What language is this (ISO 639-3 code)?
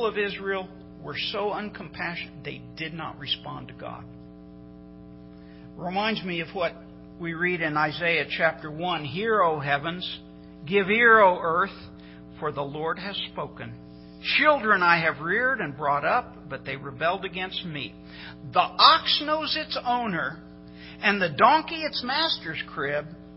eng